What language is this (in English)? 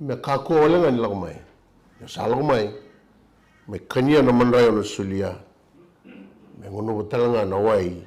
Fijian